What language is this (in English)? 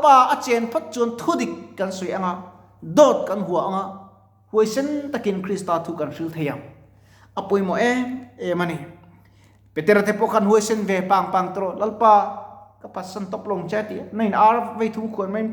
Mizo